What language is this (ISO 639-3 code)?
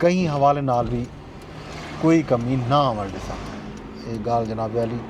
skr